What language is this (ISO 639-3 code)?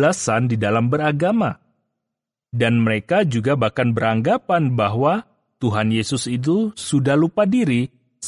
ind